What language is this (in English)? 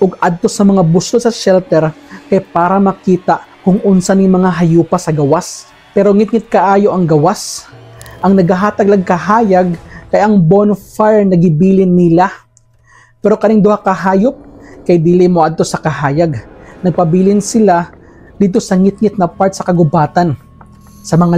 Cebuano